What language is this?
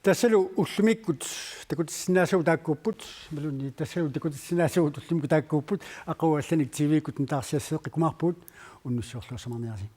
Kalaallisut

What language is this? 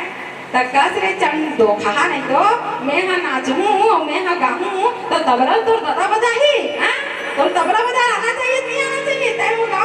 Chhattisgarhi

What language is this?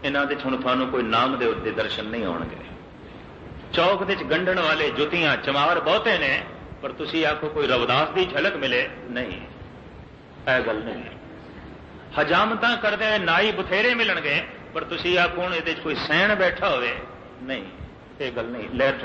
Punjabi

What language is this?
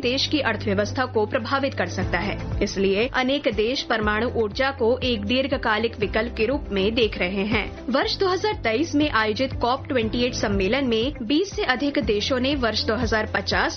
Hindi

